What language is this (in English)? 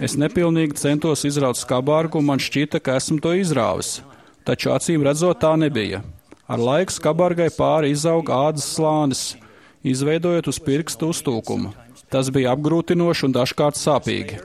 Latvian